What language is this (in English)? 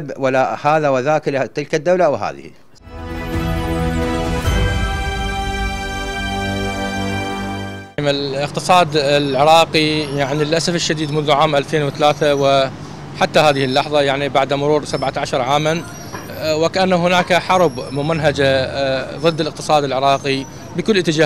Arabic